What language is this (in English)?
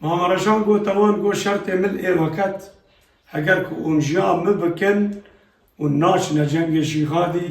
Kurdish